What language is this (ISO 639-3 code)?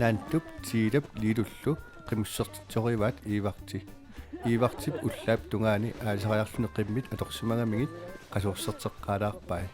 kal